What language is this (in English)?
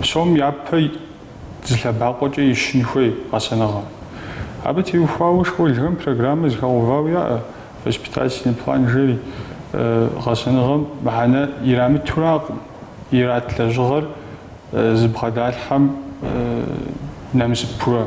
Kabardian